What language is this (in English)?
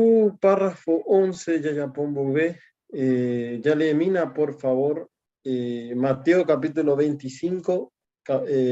Guarani